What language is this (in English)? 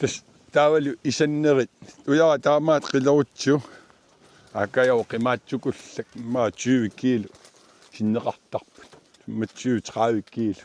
Kalaallisut